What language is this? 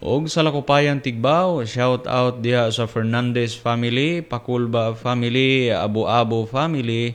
Cebuano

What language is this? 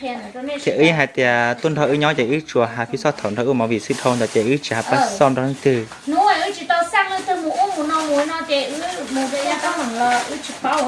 Hmong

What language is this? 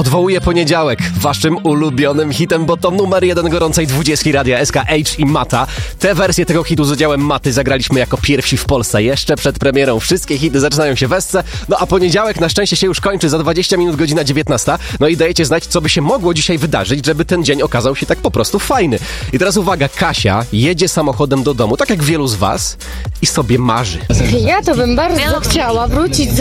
Polish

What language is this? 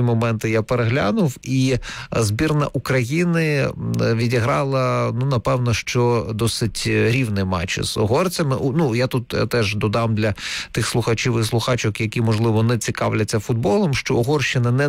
Ukrainian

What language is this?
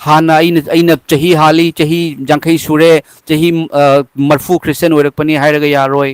Manipuri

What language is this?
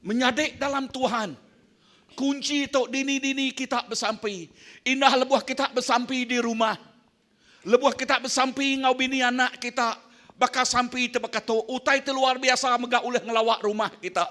Iban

